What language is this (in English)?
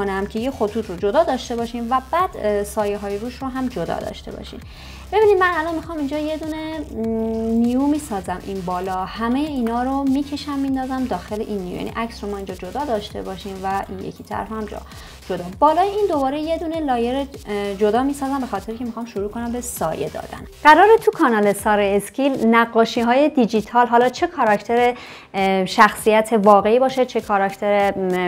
Persian